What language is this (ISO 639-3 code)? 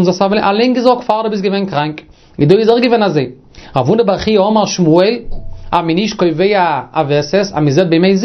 yid